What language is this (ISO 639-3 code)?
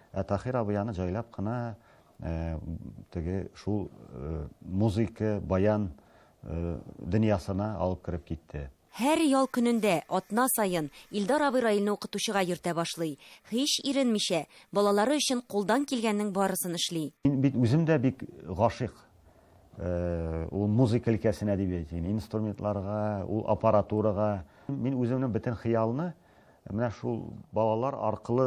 tat